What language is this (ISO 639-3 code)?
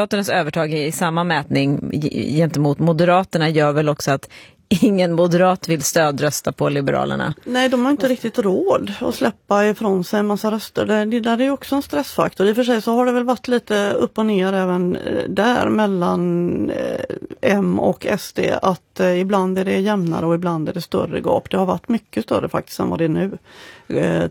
swe